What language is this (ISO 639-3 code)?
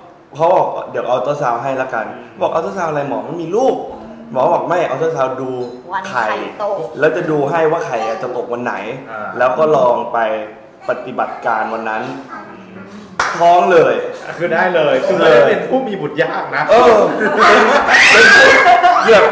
tha